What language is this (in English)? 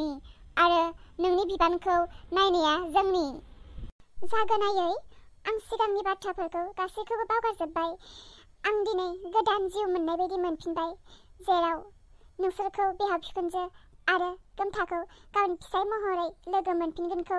Bodo